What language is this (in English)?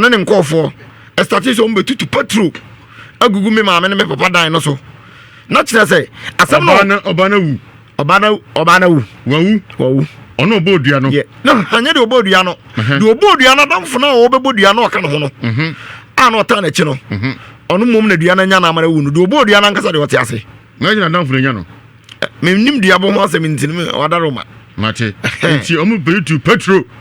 Akan